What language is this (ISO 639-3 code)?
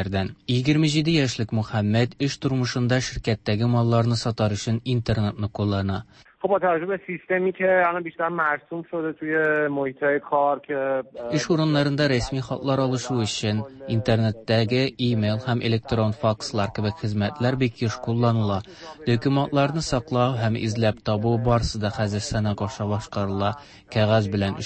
tat